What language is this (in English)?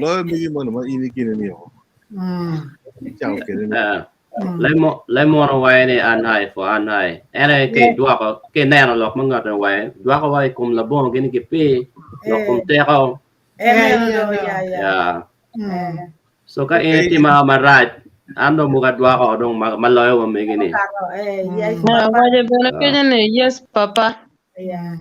Acoli